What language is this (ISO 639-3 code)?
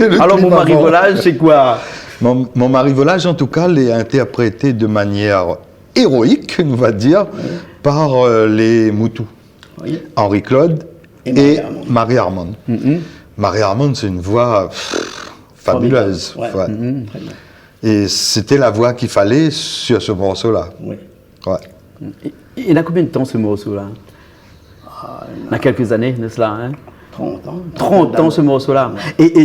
rcf